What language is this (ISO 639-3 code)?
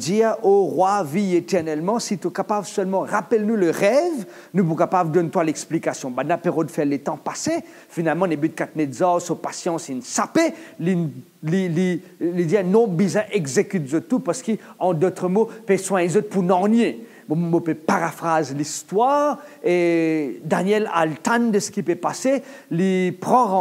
mfe